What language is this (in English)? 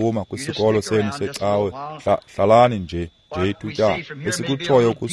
Xhosa